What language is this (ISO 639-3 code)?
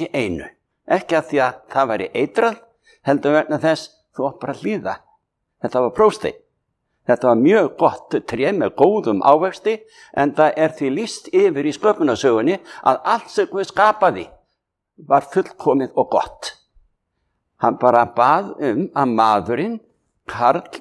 isl